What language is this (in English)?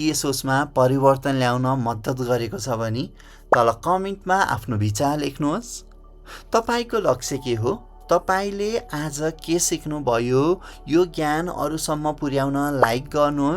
Nepali